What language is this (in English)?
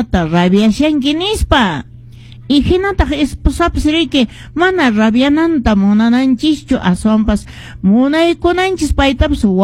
Quechua